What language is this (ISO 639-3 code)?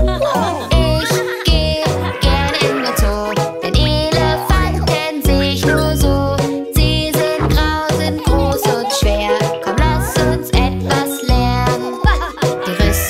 deu